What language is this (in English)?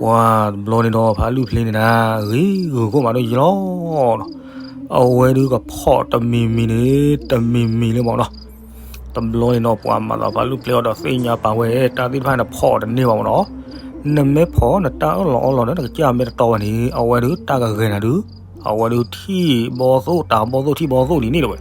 S'gaw Karen